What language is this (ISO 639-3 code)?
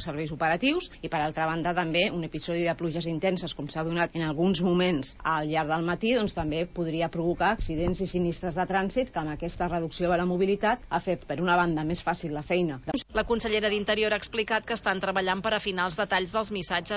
cat